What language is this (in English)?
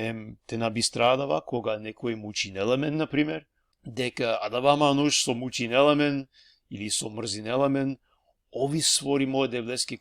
Balkan Romani